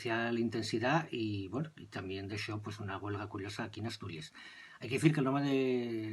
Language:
Asturian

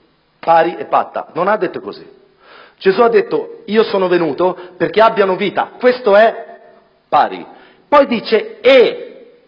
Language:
Italian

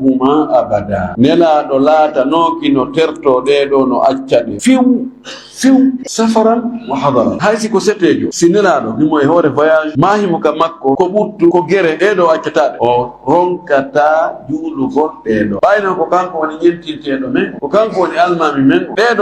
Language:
Fula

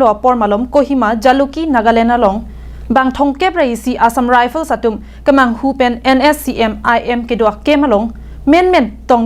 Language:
Karbi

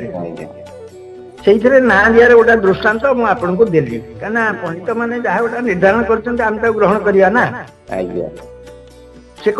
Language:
Odia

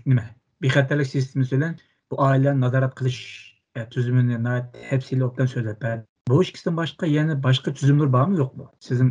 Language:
Uyghur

